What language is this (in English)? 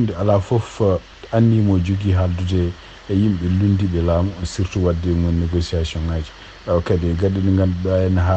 Fula